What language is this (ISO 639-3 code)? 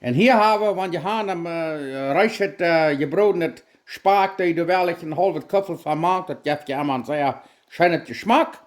pdt